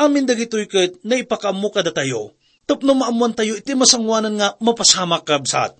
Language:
Iloko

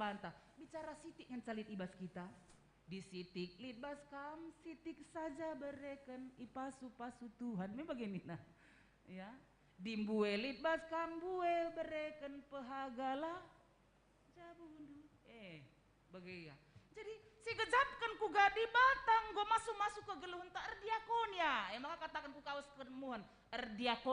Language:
Batak Karo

